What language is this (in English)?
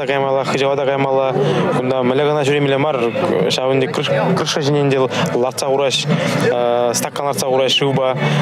Chuvash